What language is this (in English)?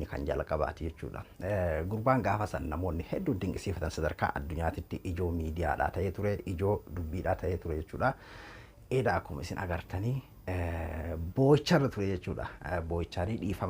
Oromo